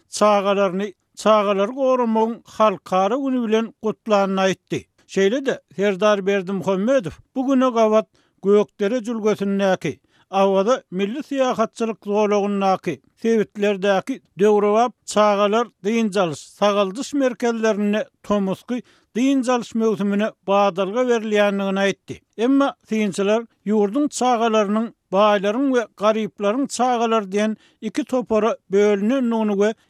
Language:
Turkmen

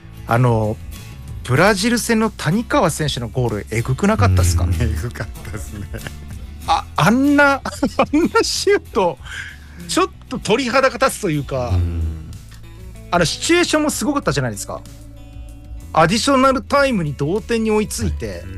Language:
Japanese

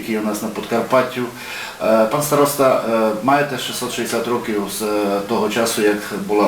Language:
Rusyn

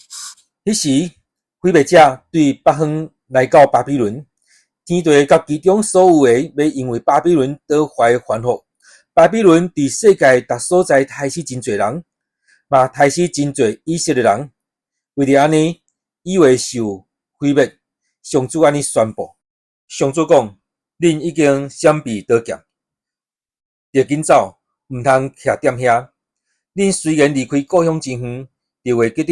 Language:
Min Nan Chinese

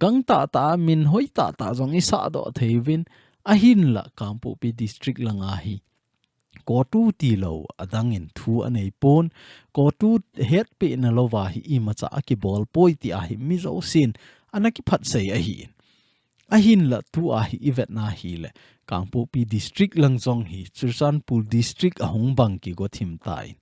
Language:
Thado Chin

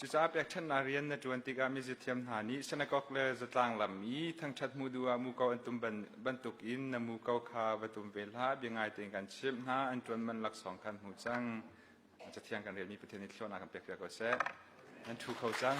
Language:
Hakha Chin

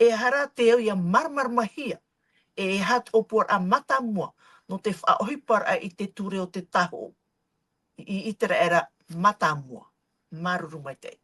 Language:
Tahitian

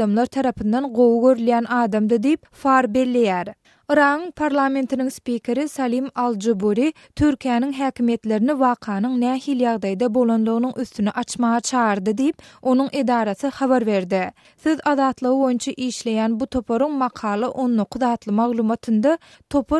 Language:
Turkmen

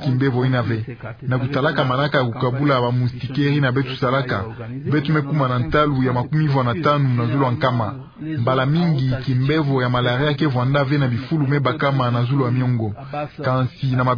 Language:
Kituba (Democratic Republic of Congo)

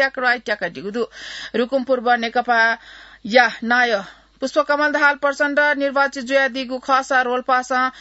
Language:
Newari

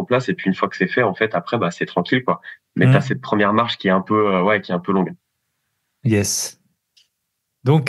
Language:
French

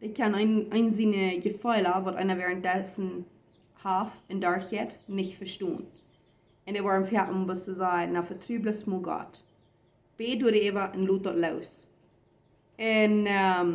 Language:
Plautdietsch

